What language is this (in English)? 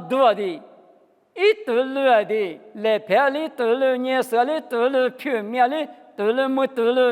Lisu